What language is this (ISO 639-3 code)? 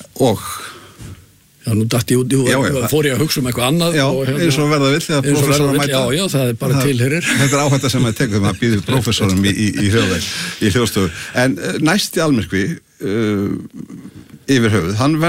isl